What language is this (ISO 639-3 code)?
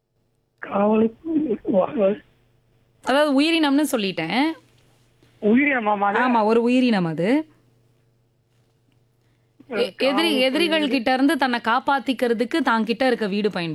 tam